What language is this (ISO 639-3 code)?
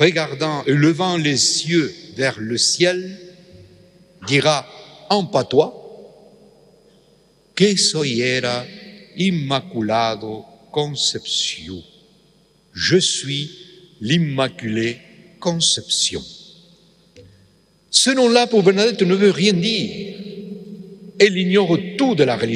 fra